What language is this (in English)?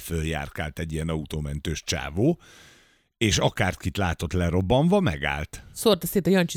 Hungarian